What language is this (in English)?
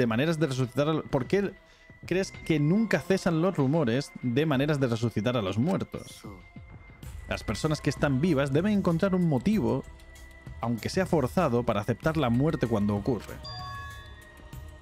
Spanish